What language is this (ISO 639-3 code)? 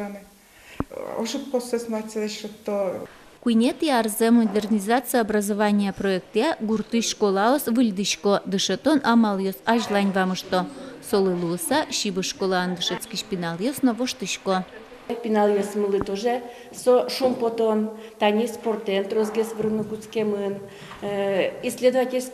udm